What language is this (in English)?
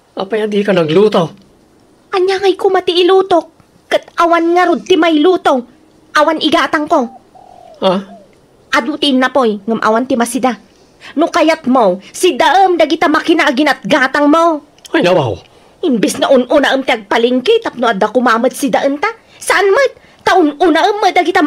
Iloko